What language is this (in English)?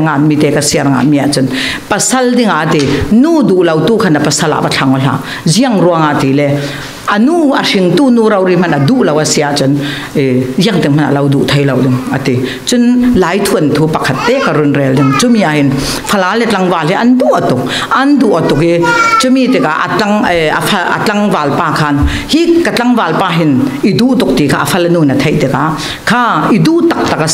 Falam Chin